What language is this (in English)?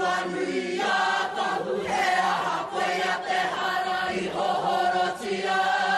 Māori